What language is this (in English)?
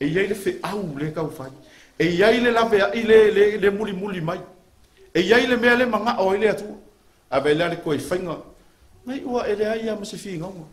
Samoan